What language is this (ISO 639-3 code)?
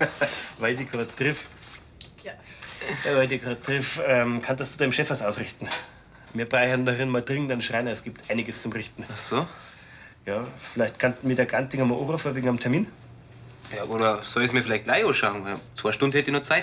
bar